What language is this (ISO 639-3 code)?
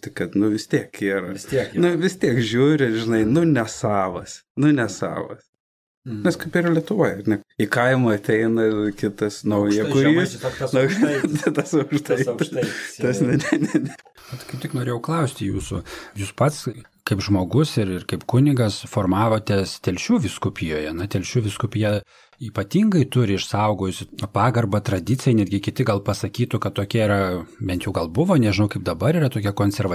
lit